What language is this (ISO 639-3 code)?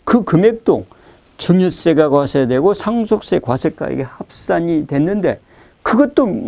kor